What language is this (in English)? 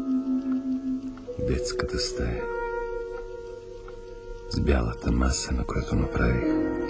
Bulgarian